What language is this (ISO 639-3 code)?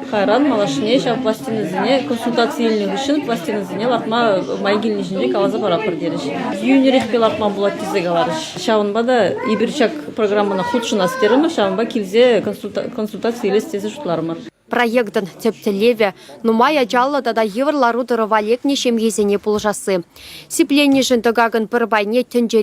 chv